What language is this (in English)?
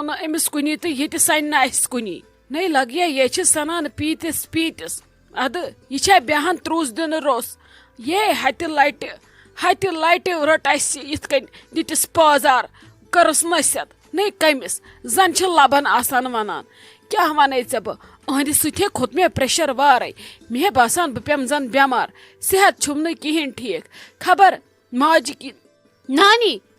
Kashmiri